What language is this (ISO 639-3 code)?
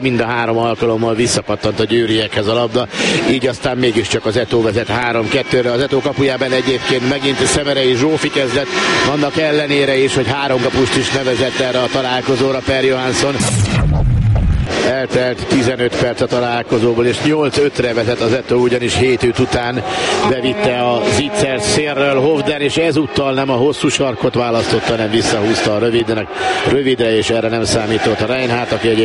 hun